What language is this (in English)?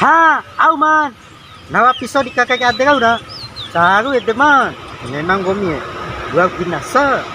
Bima